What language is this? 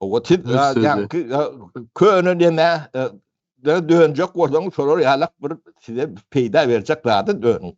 Turkmen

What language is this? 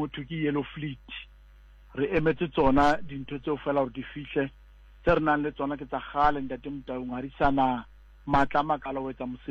Southern Sotho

